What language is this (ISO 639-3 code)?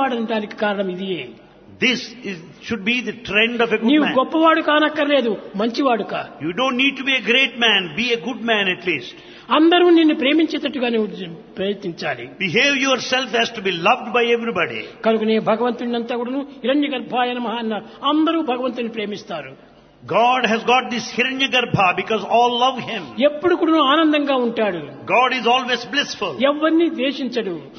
tel